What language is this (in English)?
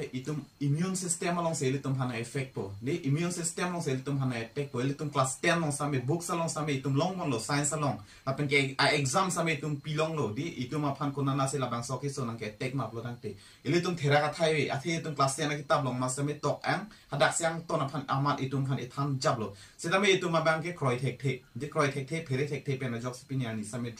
Karbi